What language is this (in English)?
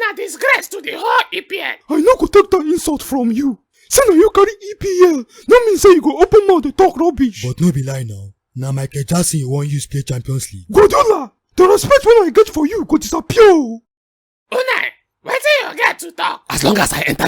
Nigerian Pidgin